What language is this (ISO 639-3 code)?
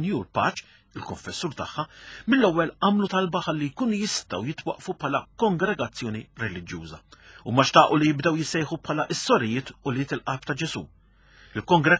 mlt